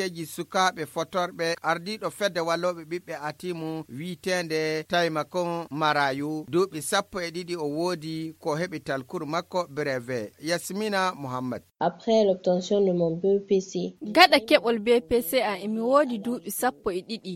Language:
Fula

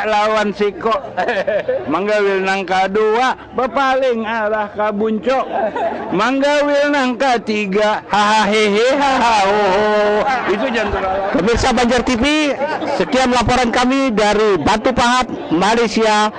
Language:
Banjar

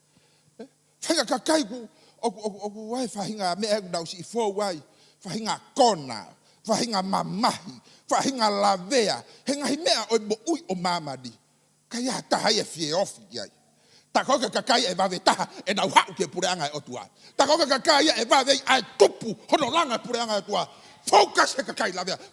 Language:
Tongan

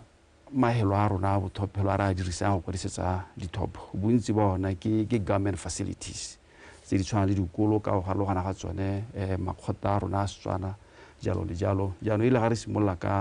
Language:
Tswana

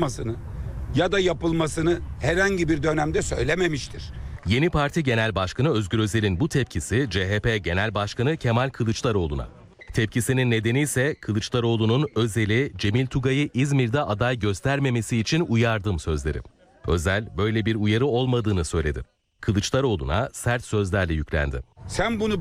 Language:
Turkish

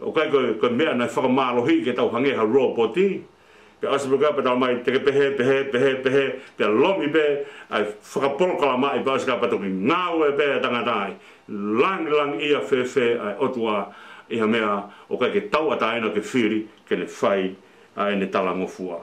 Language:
Tongan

